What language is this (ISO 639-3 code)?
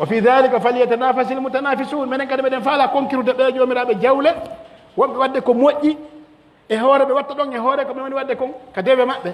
fuf